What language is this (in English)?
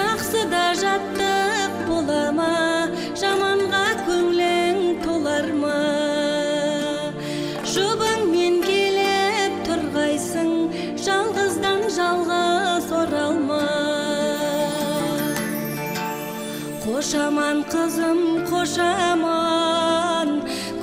Kazakh